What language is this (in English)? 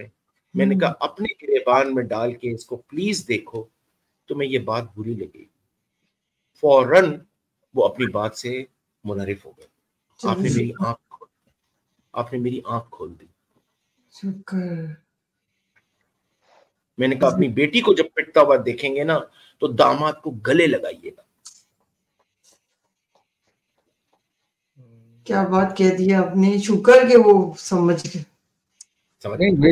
Urdu